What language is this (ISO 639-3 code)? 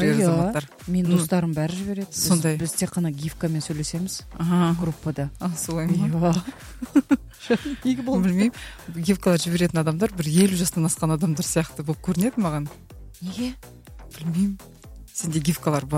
kaz